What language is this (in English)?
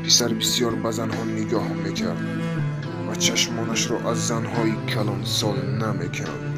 Tajik